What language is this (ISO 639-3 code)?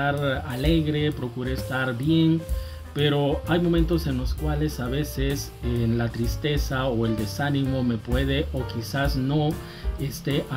spa